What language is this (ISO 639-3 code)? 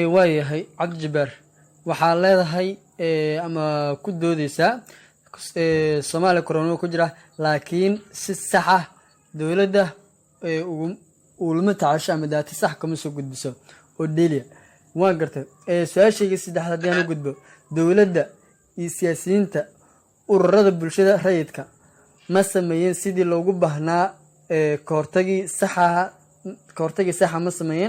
som